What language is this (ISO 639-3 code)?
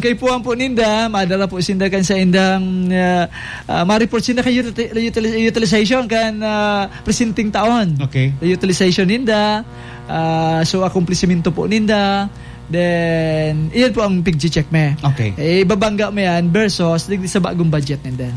bik